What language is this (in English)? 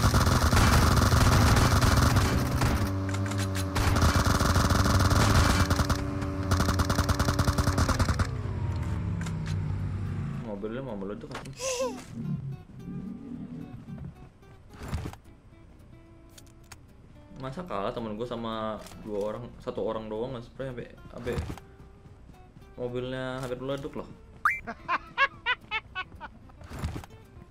Indonesian